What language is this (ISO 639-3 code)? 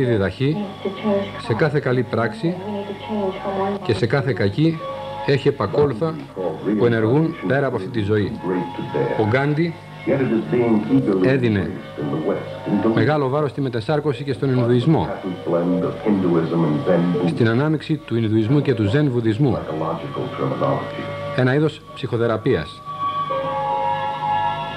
ell